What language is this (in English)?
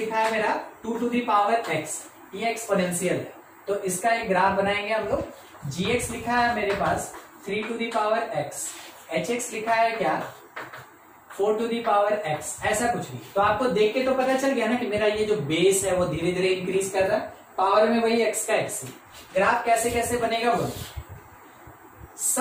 Hindi